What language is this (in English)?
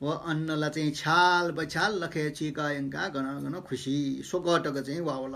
Newari